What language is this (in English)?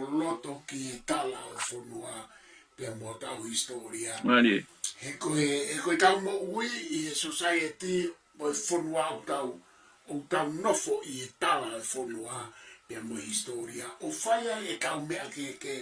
Tongan